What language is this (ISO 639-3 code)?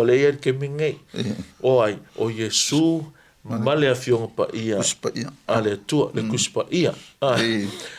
smo